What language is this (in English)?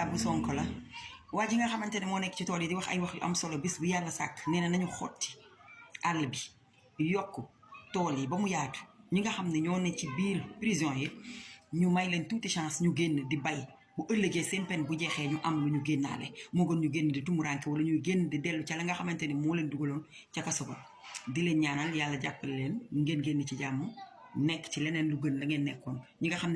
Wolof